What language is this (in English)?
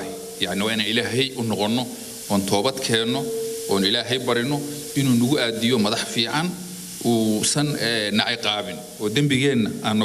Somali